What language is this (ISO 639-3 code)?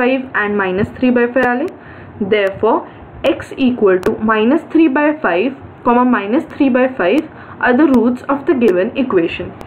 mar